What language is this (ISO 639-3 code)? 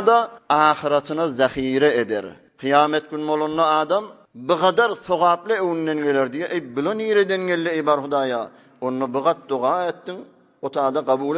tuk